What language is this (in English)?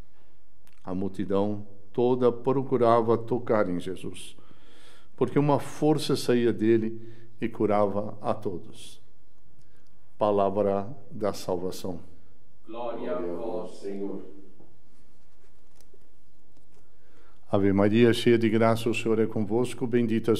Portuguese